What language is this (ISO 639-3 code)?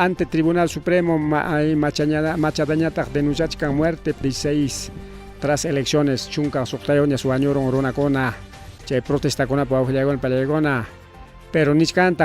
quy